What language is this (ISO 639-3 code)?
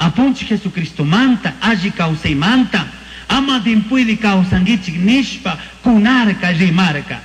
qug